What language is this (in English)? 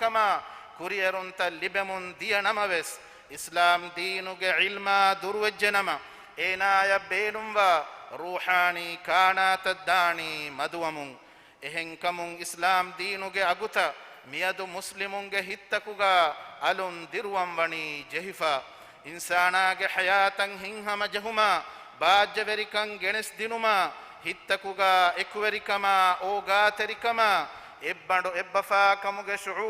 Divehi